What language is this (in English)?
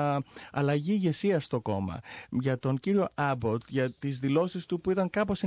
Greek